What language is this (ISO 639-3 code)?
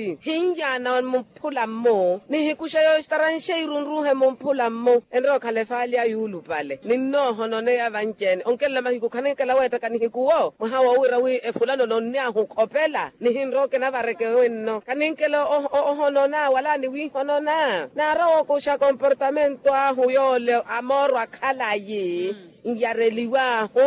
vmw